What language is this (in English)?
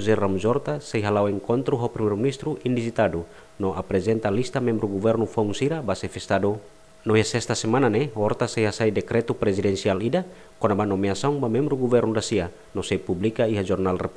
Tetum